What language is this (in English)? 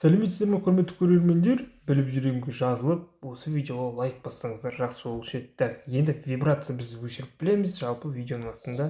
Kazakh